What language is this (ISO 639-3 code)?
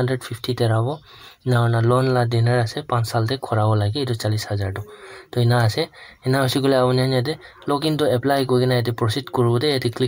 nag